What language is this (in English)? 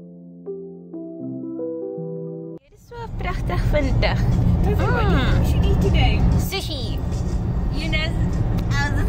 Afrikaans